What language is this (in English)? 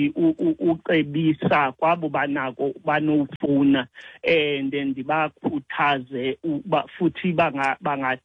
Xhosa